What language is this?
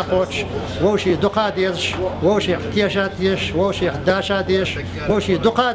Chechen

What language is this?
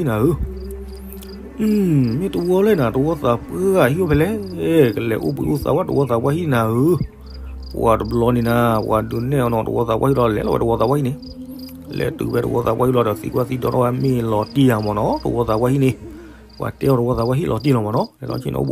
S'gaw Karen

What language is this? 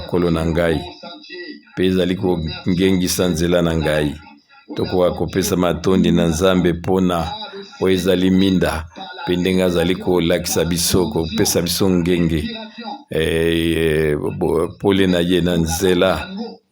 Lingala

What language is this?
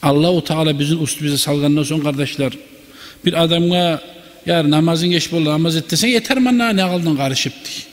Kumyk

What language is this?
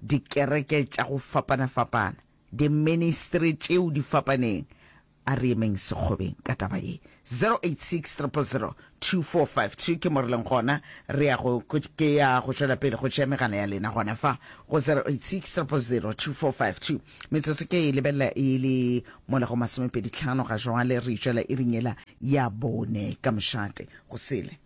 Northern Sotho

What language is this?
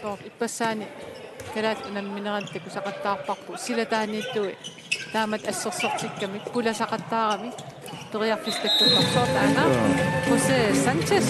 Kalaallisut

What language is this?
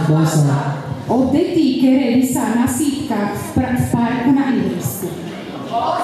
Slovak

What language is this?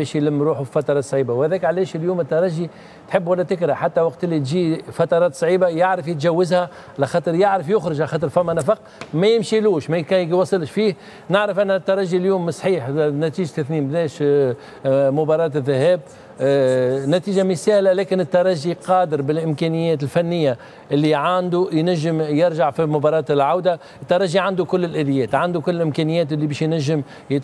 Tunisian Arabic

